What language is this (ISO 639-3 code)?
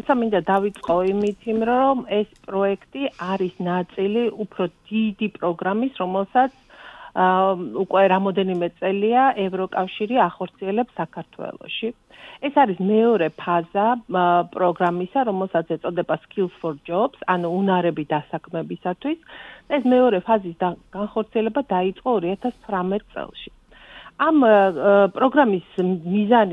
kat